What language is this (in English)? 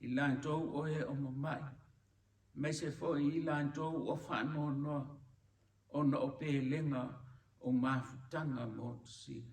Samoan